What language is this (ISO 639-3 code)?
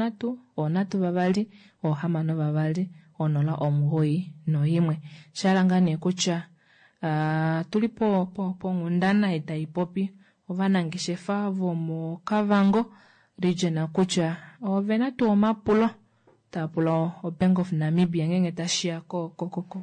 kua